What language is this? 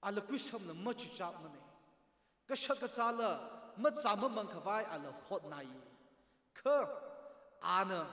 Tangkhul Naga (India)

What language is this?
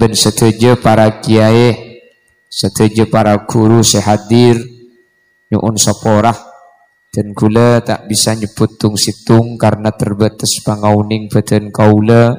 Madurese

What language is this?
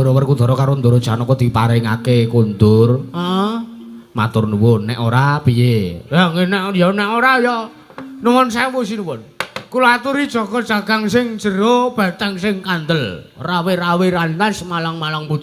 Javanese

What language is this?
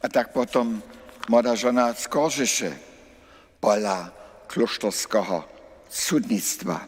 Upper Sorbian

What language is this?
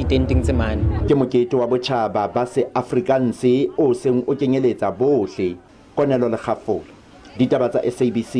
Southern Sotho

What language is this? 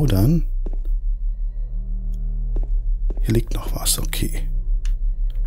German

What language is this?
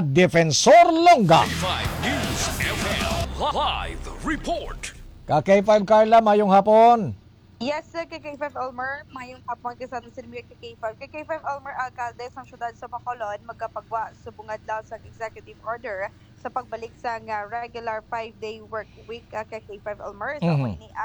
Hiligaynon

